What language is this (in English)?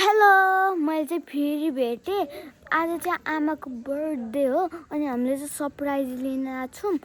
Nepali